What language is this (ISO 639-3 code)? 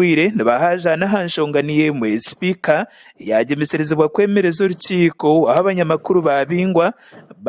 nyn